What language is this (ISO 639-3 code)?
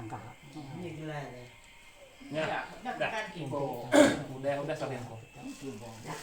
iba